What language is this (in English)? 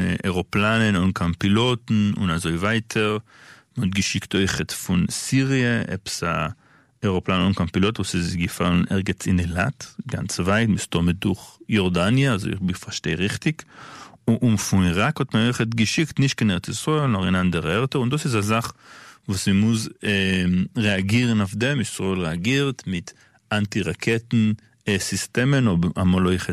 Yiddish